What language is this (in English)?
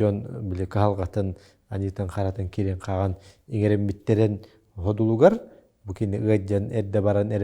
Yakut